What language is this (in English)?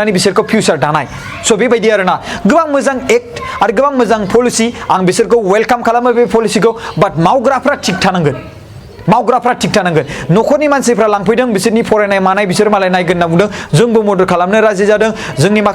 Bodo